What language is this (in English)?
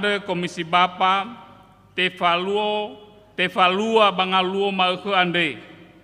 Nias